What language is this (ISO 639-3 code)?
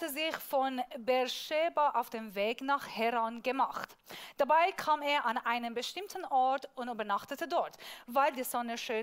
gsw